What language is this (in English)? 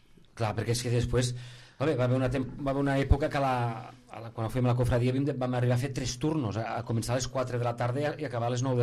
Catalan